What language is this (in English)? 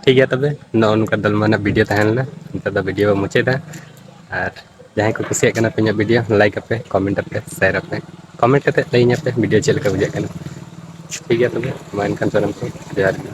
Santali